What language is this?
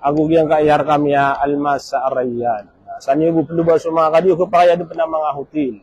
Maranao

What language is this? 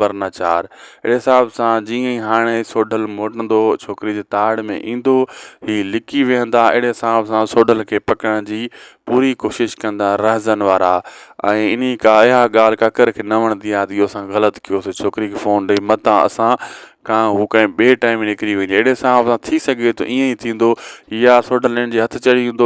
Sindhi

